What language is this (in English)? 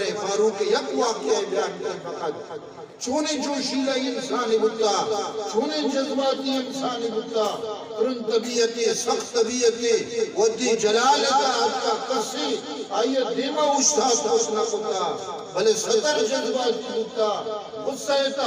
Eastern Balochi